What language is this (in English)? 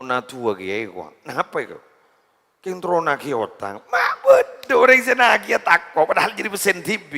Madurese